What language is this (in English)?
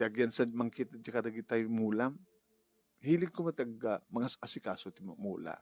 Iloko